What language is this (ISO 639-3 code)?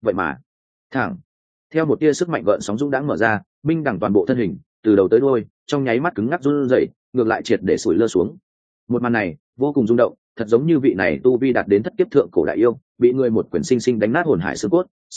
vie